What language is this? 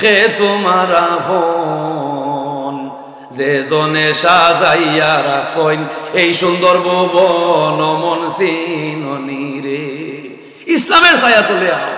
Sylheti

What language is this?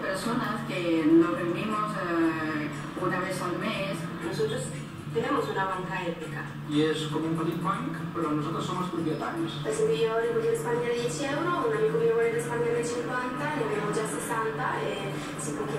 Catalan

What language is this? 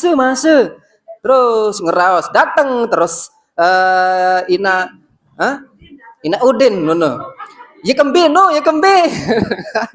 Sasak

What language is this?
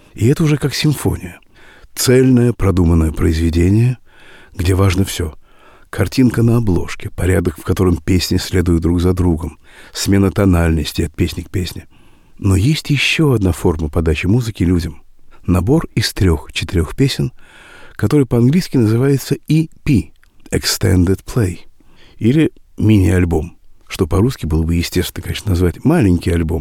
Russian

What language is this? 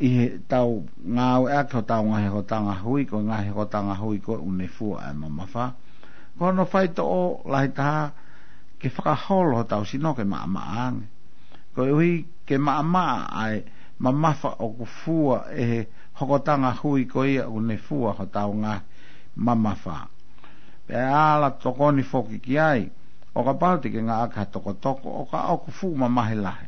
Tongan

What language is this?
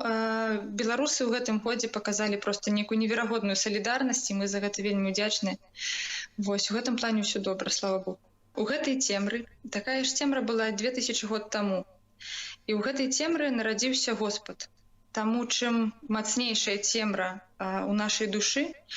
Belarusian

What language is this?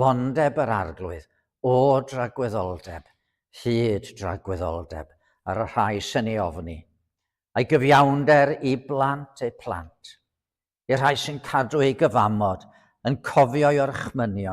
Welsh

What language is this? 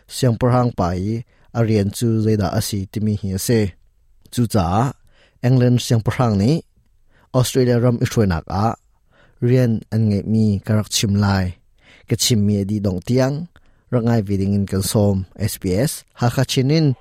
Hakha Chin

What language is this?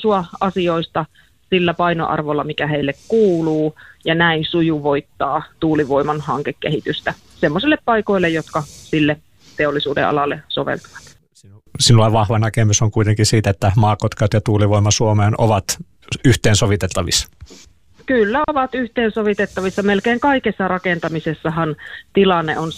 Finnish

